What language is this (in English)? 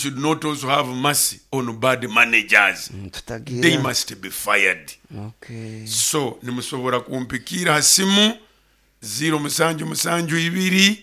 Nyoro